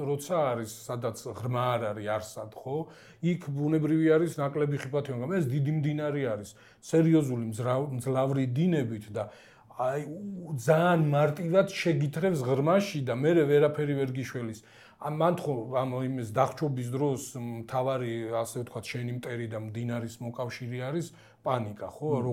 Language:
Georgian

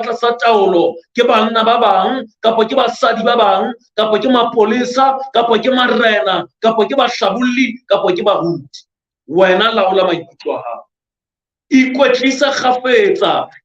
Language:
Southern Sotho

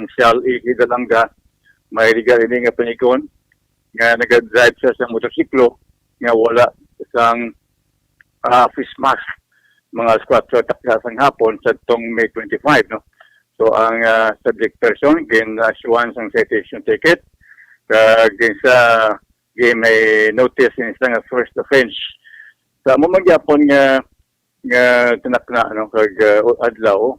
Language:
Hiligaynon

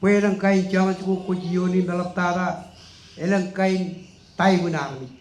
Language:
Marshallese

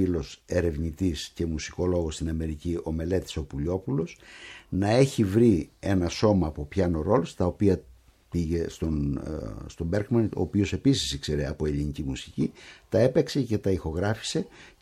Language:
Greek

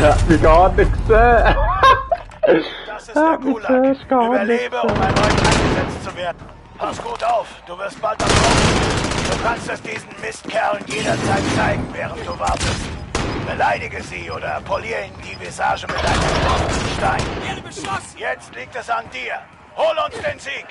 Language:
Swiss German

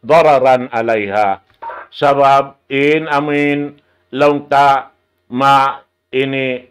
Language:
Tausug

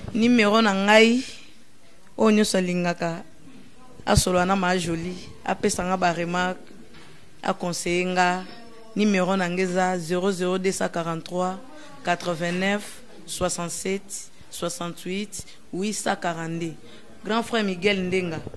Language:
Lingala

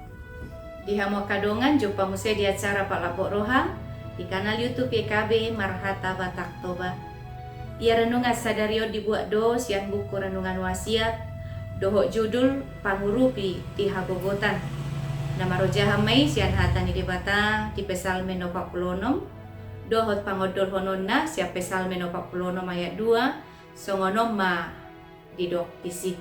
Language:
Batak Toba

